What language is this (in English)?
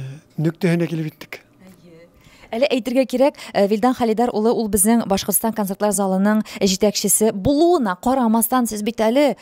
Tatar